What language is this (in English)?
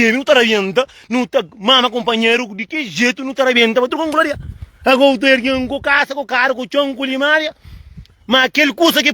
Kabuverdianu